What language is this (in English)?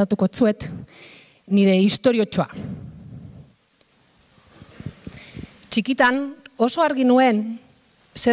Basque